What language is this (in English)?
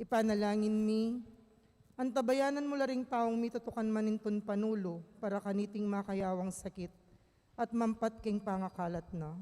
Pampanga